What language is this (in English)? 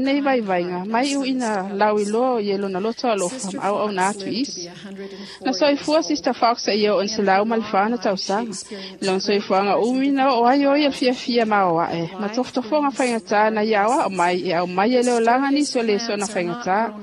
Samoan